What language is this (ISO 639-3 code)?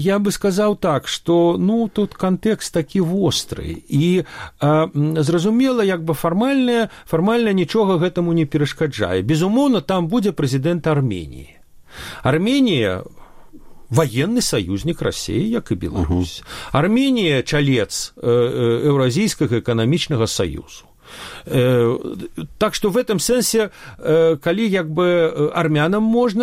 bel